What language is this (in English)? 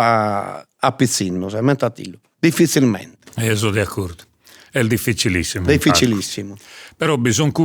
Sardinian